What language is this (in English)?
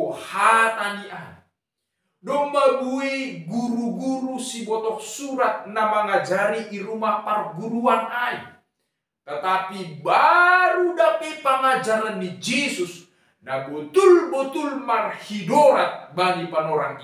Batak Simalungun